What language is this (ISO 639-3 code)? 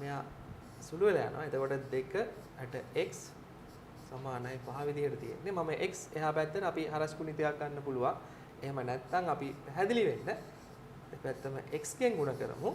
sin